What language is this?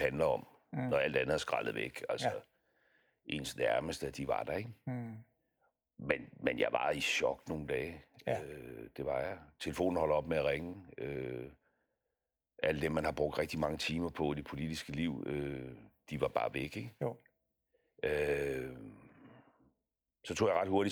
Danish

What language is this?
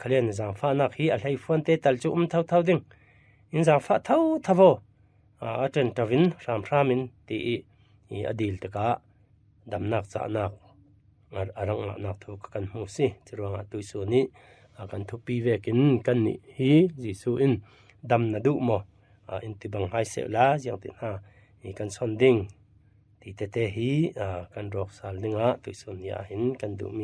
Falam Chin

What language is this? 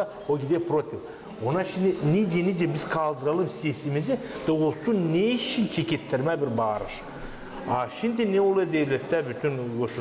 Gagauz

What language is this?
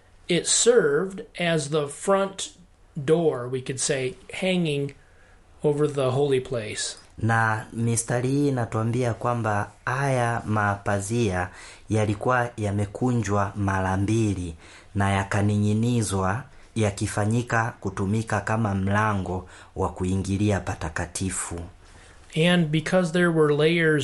Swahili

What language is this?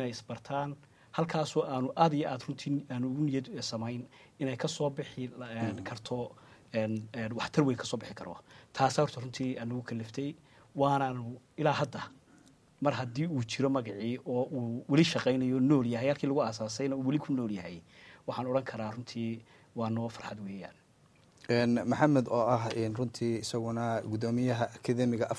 Somali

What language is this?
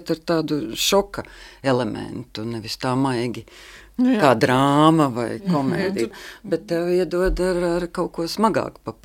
Latvian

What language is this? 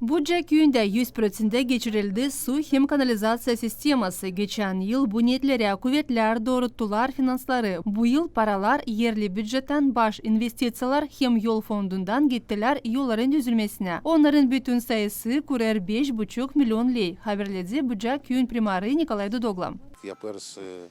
Gagauz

